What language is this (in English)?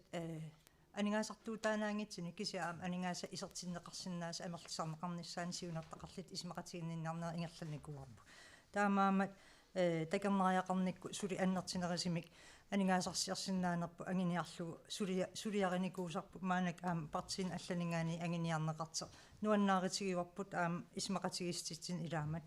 Kalaallisut